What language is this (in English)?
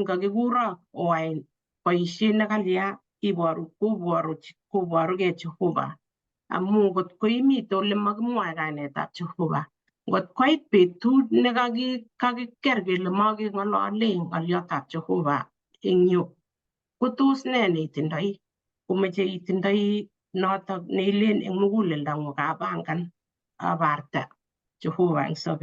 Kalenjin